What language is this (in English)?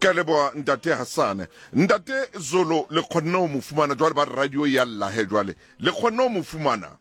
Southern Sotho